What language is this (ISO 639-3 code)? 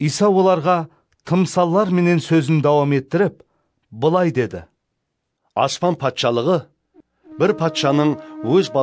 kaa